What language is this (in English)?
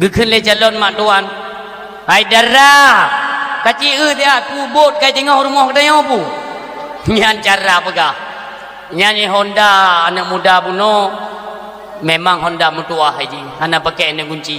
Achinese